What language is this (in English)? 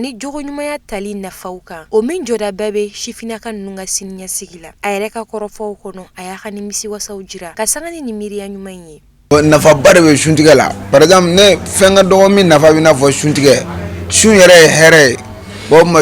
Bambara